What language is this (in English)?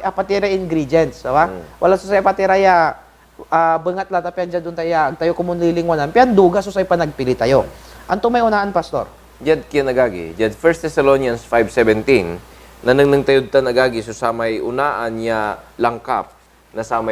Pangasinan